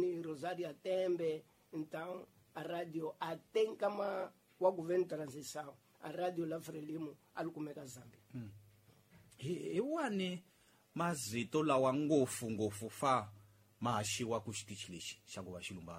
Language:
Tsonga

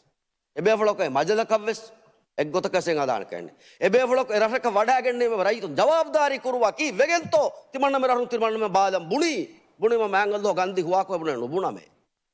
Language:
Divehi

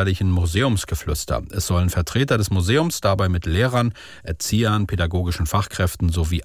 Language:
German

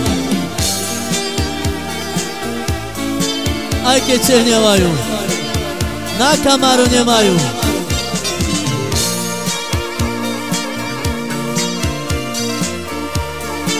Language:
Slovak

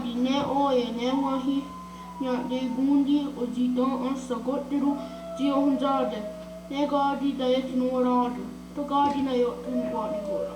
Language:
Mohawk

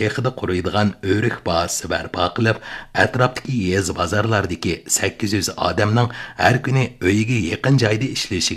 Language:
Uyghur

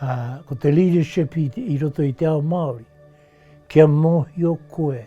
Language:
Māori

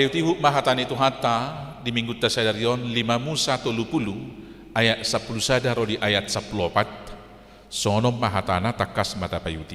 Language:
Batak Toba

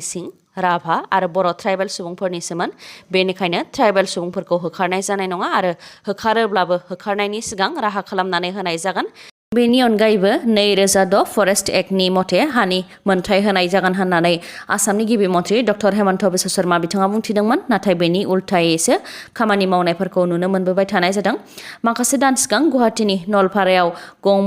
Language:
Bodo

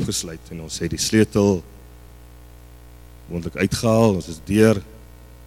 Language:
Afrikaans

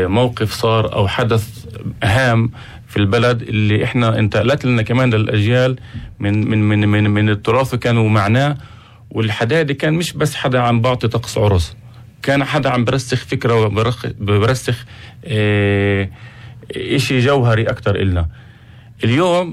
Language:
North Levantine Arabic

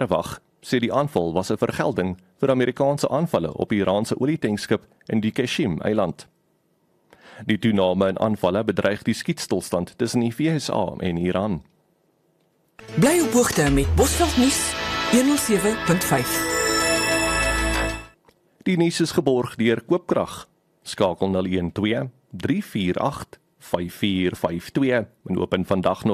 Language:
Afrikaans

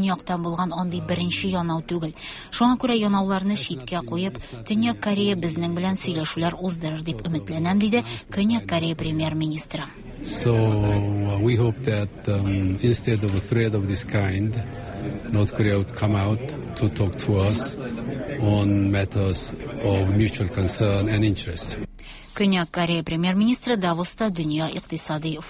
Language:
Tatar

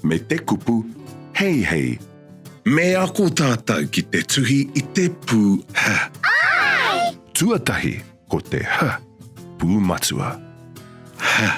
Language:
Māori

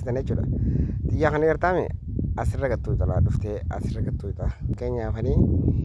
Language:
Oromo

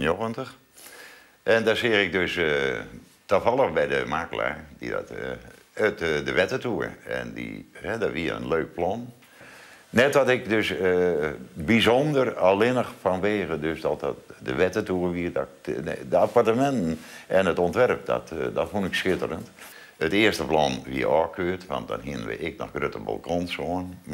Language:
Western Frisian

